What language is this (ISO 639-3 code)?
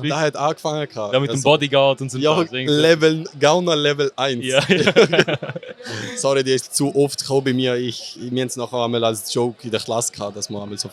gsw